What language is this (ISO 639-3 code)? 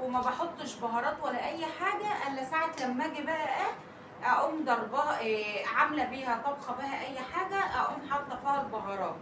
arz